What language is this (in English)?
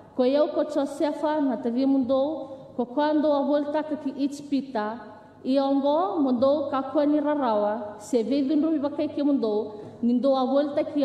Fijian